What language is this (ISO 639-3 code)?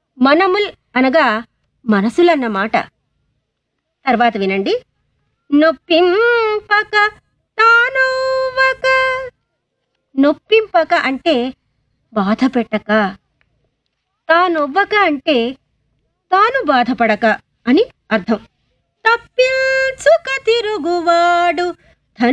tel